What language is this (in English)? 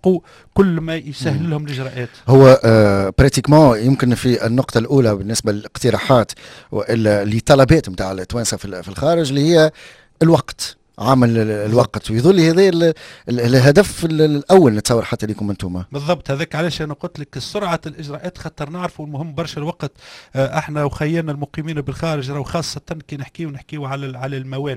Tunisian Arabic